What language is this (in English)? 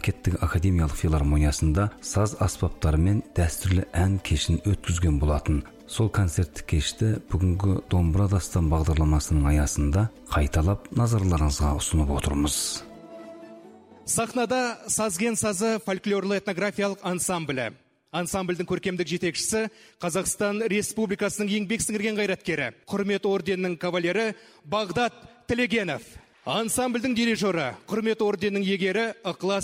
Kazakh